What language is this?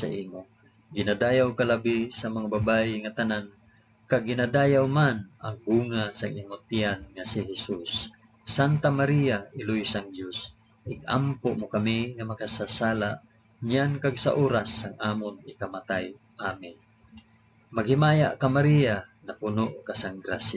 Hiligaynon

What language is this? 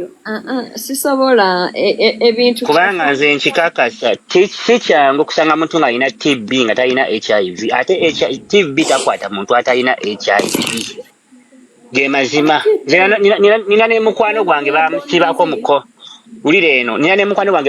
Ganda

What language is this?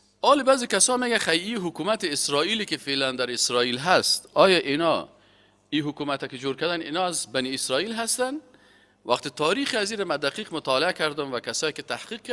Persian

